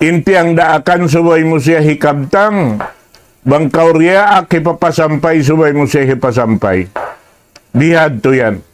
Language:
Tausug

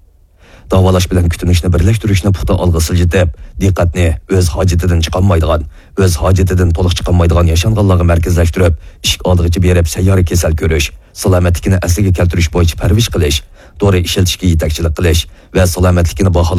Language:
Uyghur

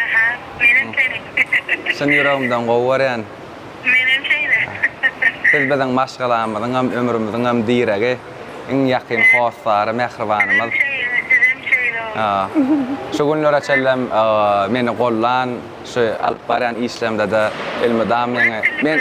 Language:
Turkmen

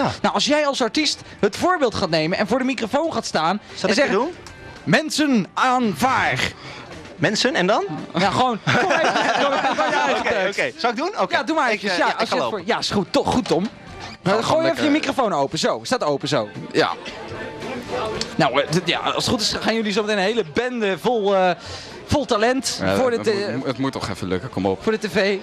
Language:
Dutch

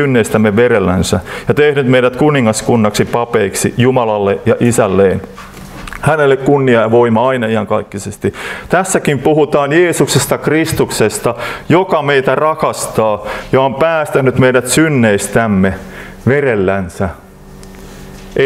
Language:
Finnish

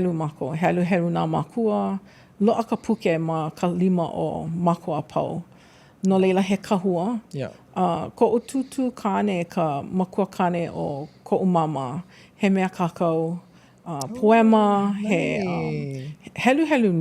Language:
Hawaiian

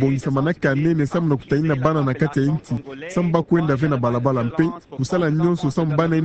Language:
Kituba (Democratic Republic of Congo)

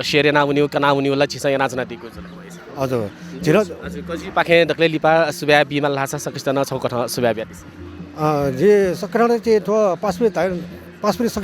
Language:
Newari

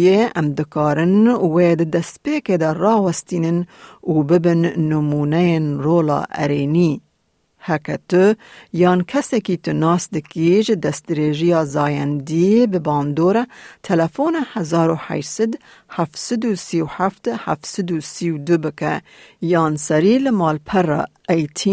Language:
Kurdish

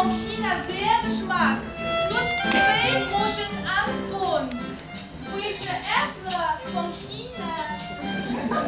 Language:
Yiddish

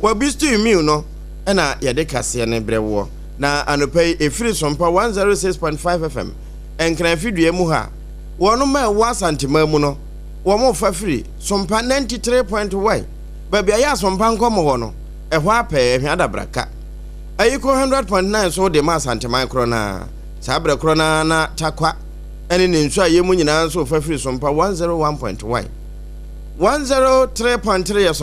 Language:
Akan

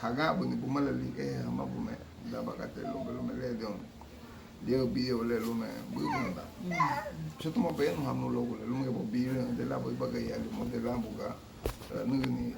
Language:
Garifuna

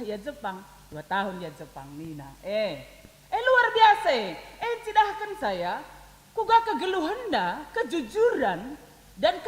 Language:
Batak Karo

